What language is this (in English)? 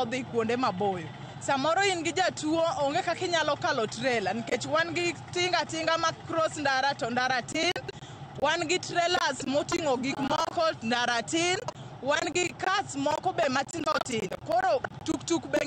Luo (Kenya and Tanzania)